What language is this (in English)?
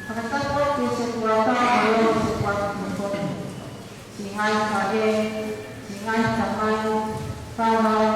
Tongan